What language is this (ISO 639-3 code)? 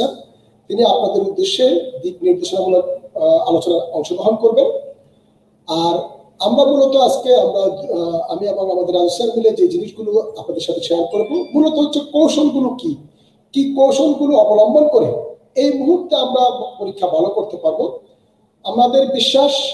ben